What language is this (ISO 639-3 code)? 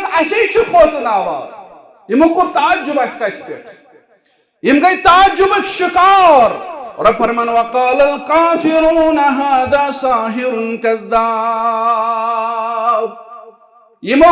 kas